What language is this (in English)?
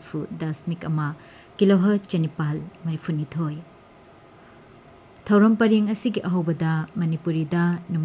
Manipuri